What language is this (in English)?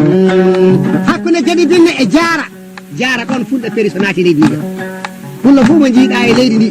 Fula